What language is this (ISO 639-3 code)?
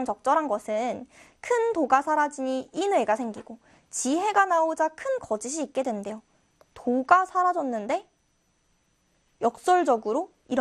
kor